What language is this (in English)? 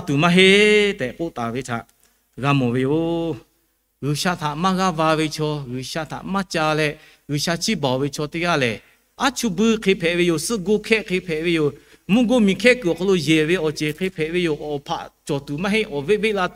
Lahu